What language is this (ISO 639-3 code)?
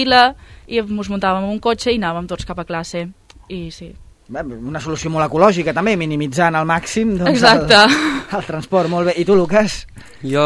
cat